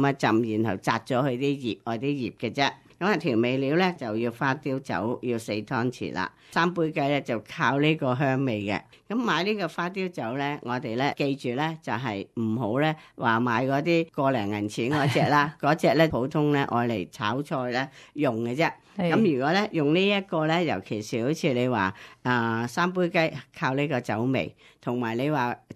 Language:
Cantonese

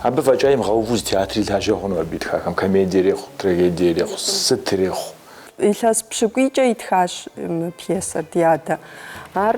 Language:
Kabardian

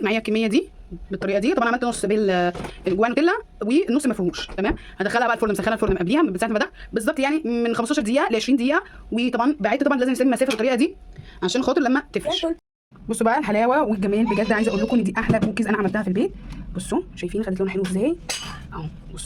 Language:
Egyptian Arabic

